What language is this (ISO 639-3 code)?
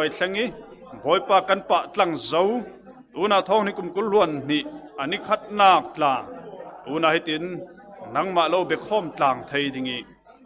cfm